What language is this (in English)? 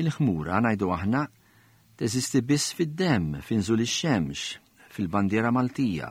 Maltese